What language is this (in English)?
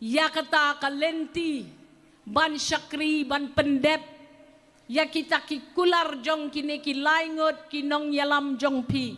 Khasi